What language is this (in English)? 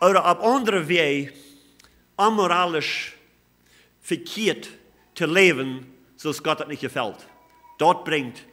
Plautdietsch